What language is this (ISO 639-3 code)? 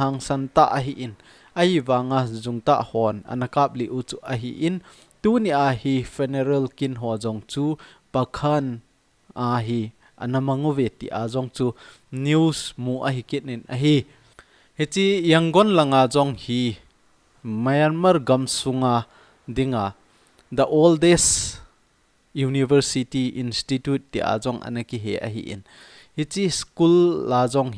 tcz